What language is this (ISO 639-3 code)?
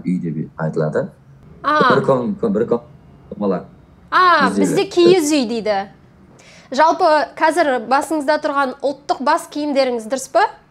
kaz